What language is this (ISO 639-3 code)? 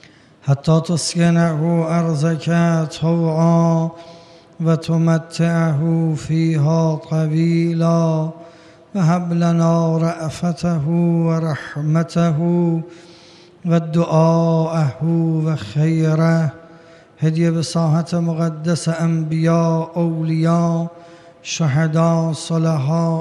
fas